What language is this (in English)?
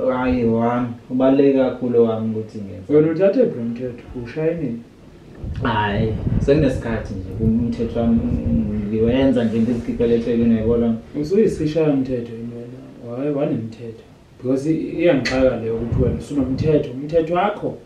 Zulu